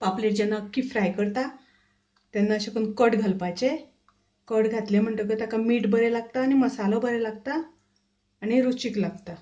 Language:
Konkani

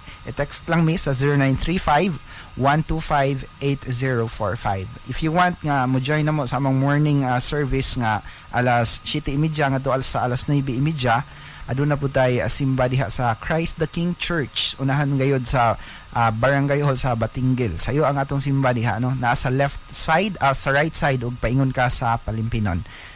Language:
Cebuano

